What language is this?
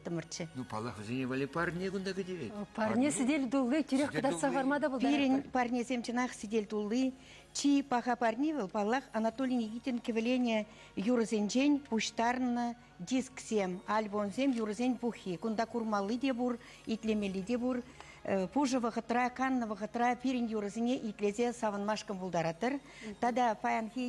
Chuvash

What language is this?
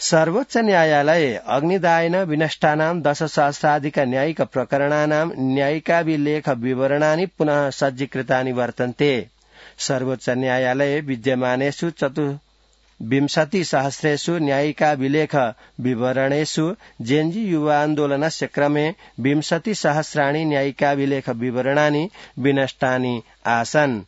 Sanskrit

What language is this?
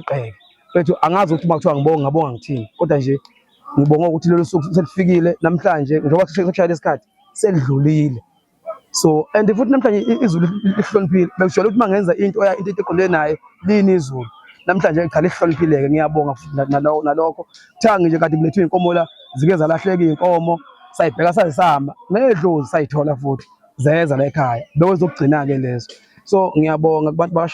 Zulu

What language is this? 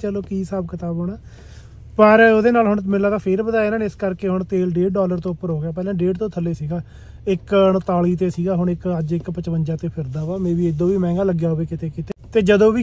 Punjabi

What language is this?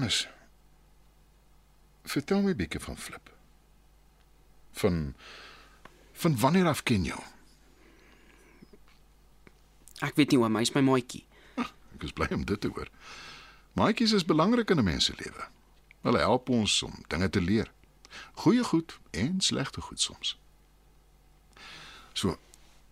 Afrikaans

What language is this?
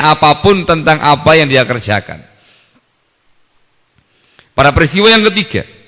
Indonesian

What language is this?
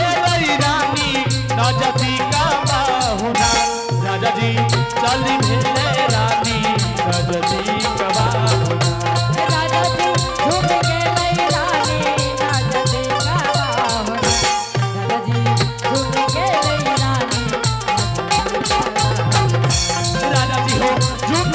Angika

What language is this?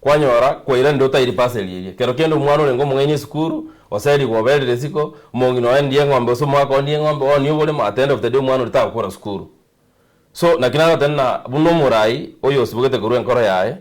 Gusii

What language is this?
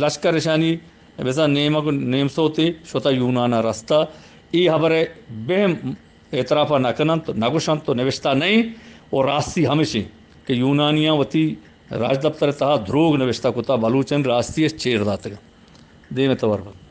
Eastern Balochi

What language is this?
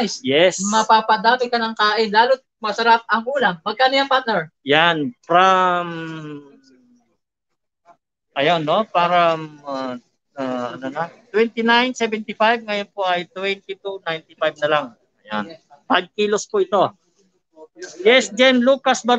Filipino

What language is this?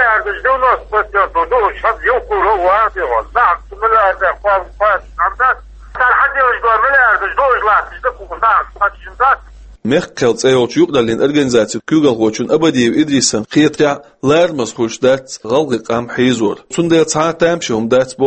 Chechen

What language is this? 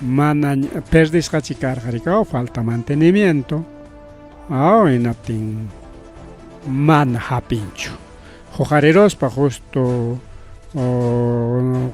Ayacucho Quechua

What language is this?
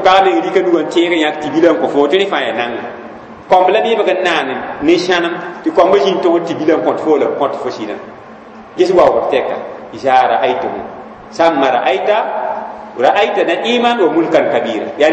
Mossi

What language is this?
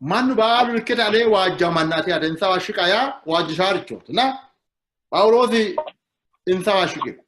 Sidamo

